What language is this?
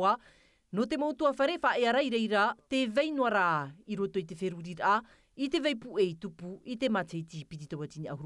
Tahitian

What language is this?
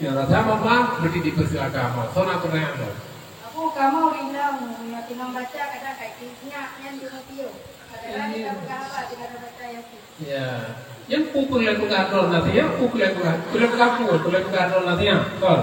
Achinese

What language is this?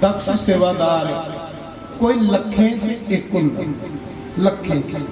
Dogri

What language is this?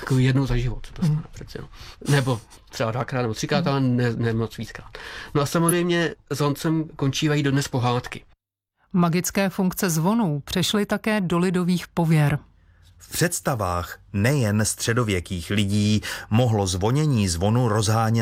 Czech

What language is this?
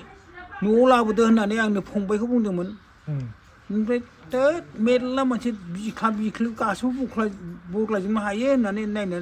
Bodo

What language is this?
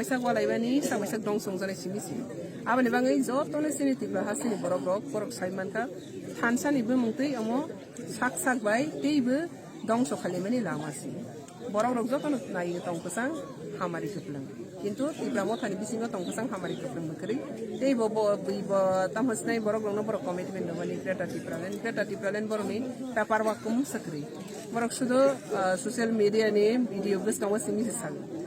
Kok Borok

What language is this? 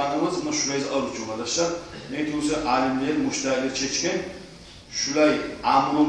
Kumyk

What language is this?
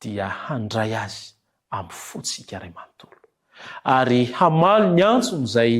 Malagasy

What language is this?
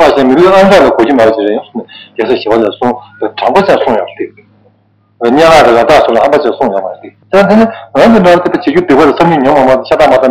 Tibetan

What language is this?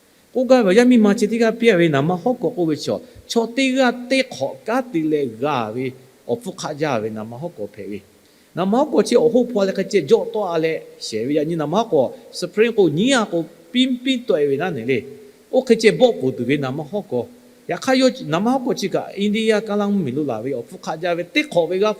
Lahu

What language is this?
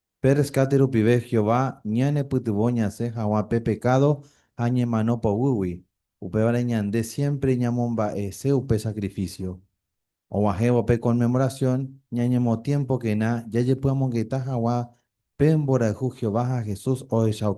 Guarani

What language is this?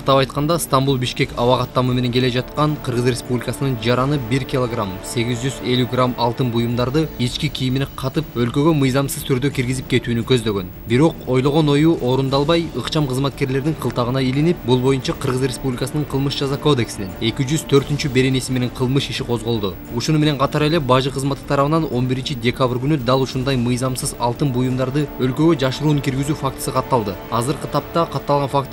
Kyrgyz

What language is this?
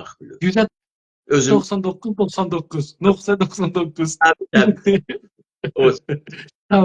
South Azerbaijani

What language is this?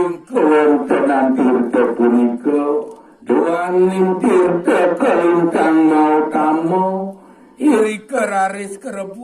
Balinese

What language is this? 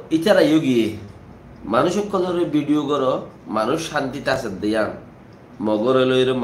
Rohingya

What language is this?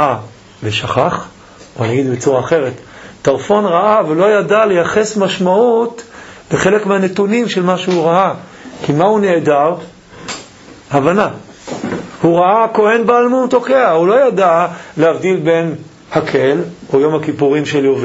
Hebrew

